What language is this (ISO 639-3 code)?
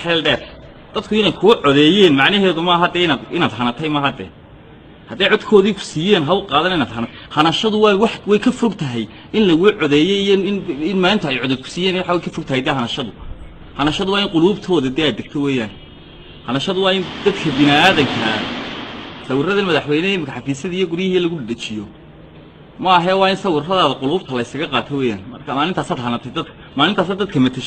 som